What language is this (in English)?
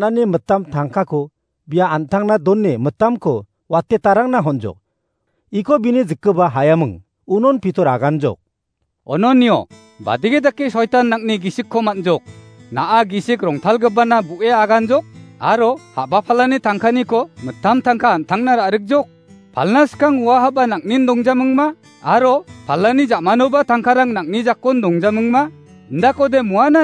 Garo